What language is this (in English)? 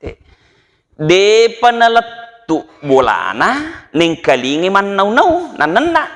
Buginese